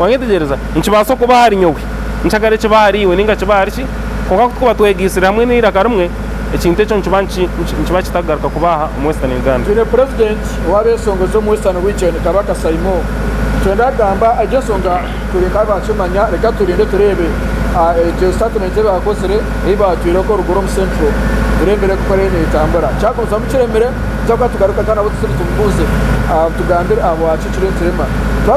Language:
Nyankole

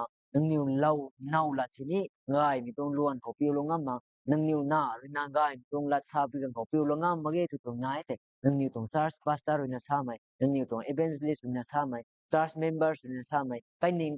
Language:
Rongmei Naga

